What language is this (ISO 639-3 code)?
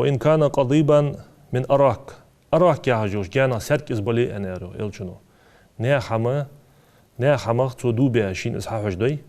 inh